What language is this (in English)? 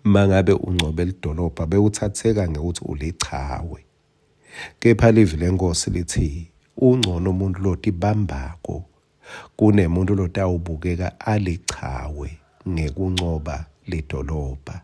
Swati